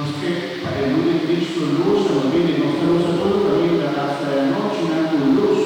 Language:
Papiamento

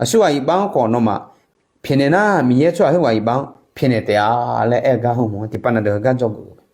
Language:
Akha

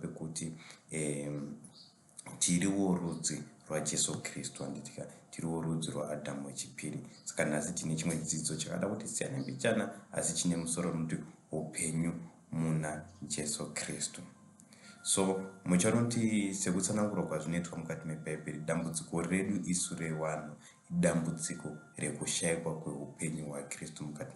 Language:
Shona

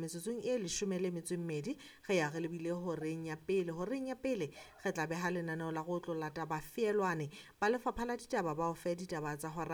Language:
Southern Sotho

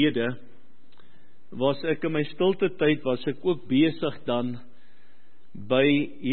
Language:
Afrikaans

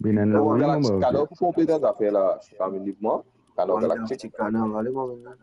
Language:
Morisyen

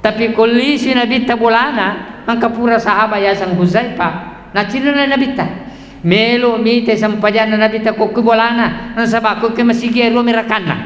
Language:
Buginese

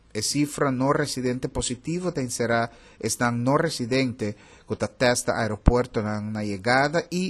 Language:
Papiamento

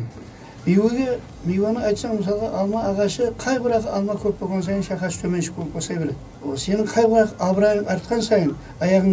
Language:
Kara-Kalpak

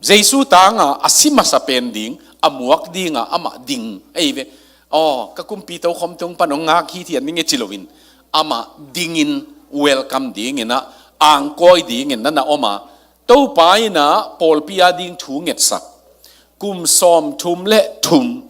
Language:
Tedim Chin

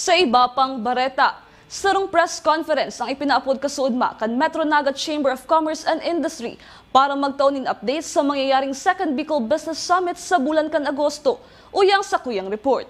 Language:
Bikol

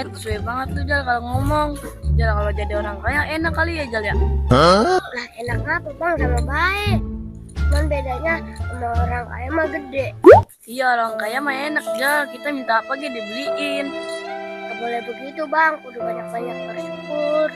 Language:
Betawi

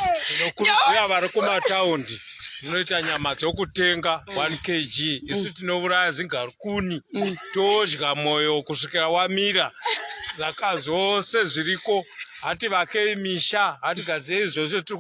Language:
Shona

